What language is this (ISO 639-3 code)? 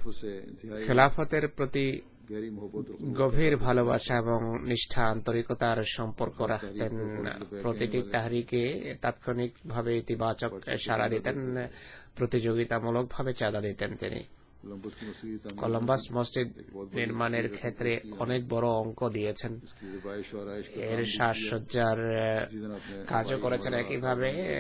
ben